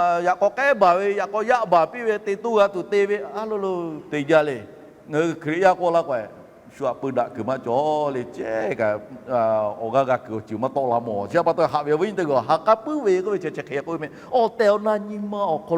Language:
Lahu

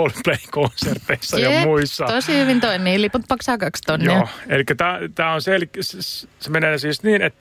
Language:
Finnish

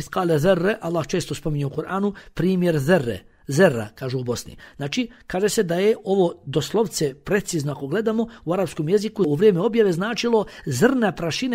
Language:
Bosnian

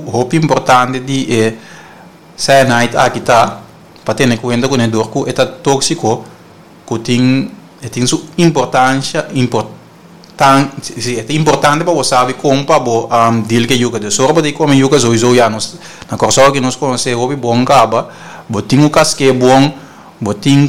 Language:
Papiamento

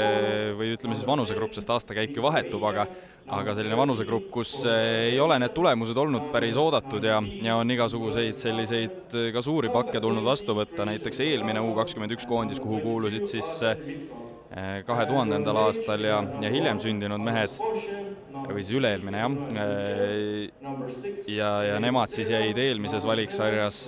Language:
Estonian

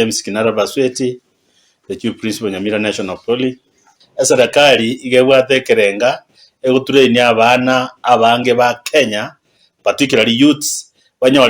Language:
Gusii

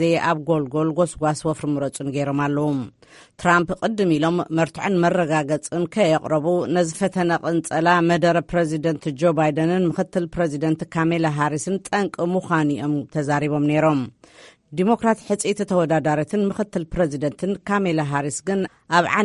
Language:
Tigrinya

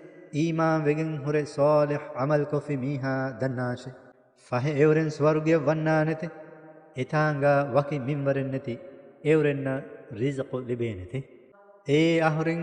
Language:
Divehi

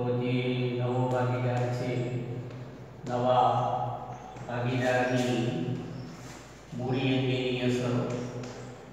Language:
Gujarati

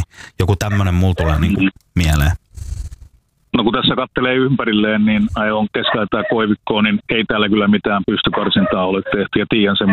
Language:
Finnish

